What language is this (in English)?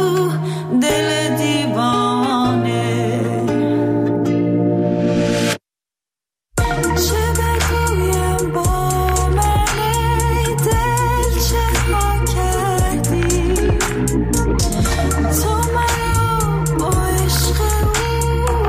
Persian